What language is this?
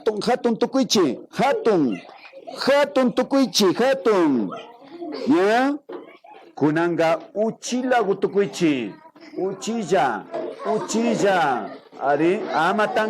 Imbabura Highland Quichua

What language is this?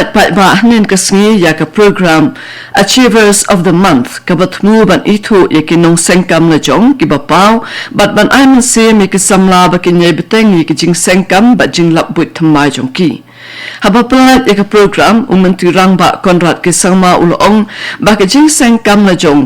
Khasi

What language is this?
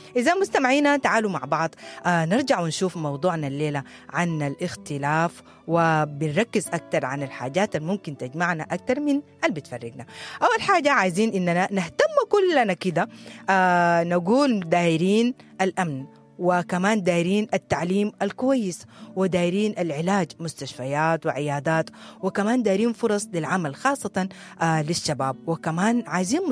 Sudanese Arabic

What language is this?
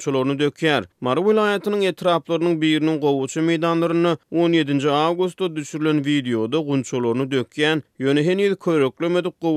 Turkmen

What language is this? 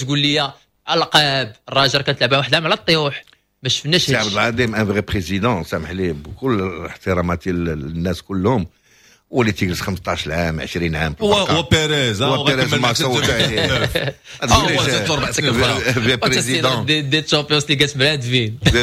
Moroccan Arabic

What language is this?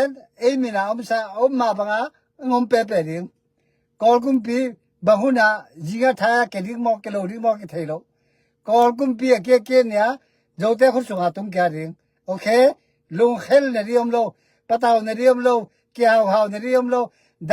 Tedim Chin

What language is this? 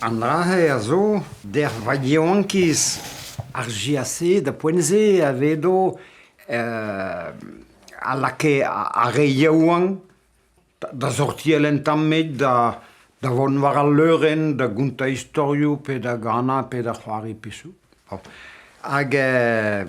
Breton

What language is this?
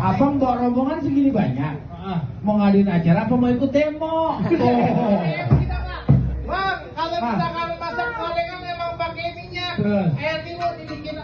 Betawi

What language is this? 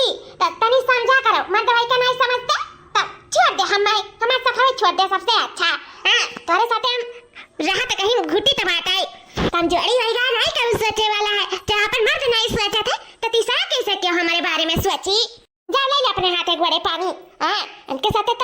Awadhi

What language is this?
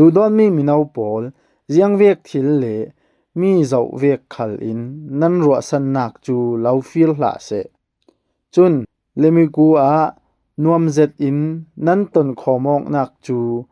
Falam Chin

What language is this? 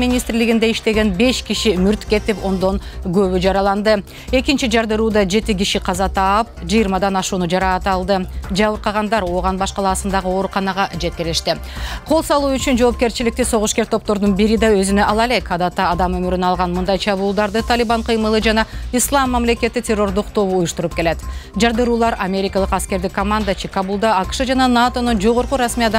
Kyrgyz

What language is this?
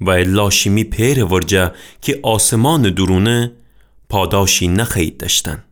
Gilaki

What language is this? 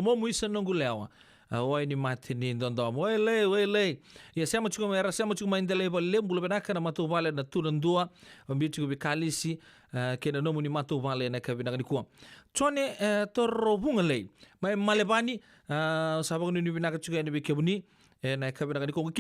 Fijian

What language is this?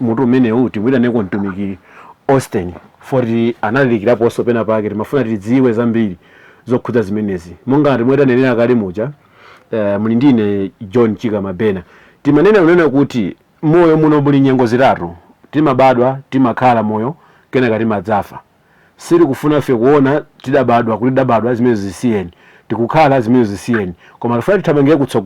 Nyanja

